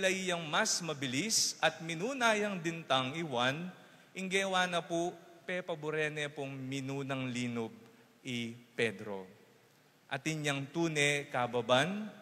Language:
Pampanga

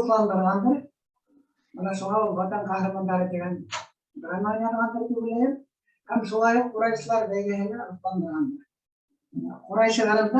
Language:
Bashkir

